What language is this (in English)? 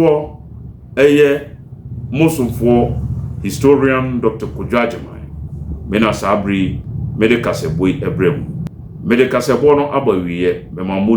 Akan